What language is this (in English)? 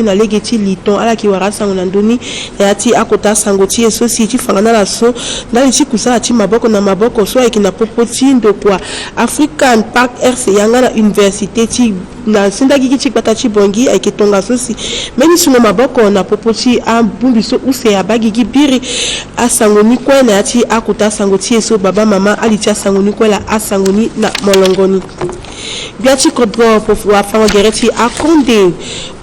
Sango